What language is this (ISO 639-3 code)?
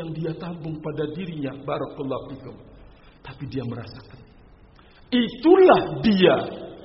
ind